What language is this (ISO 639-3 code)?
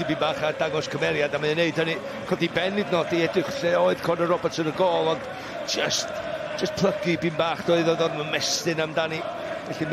cym